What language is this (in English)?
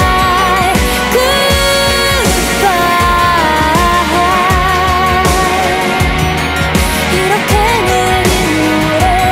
Korean